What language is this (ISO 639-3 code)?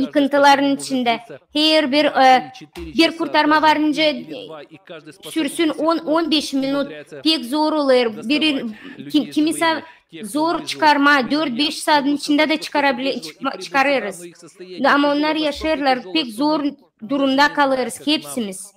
gag